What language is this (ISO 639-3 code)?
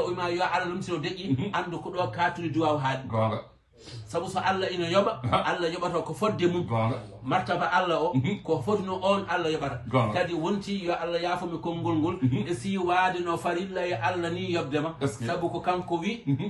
ful